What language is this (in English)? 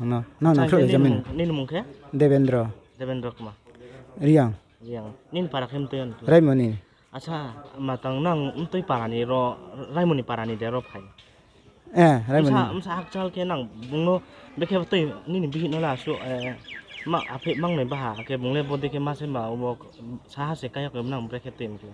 Riang (India)